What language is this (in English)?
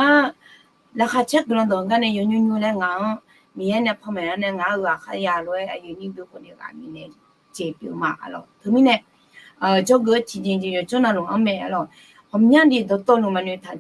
Akha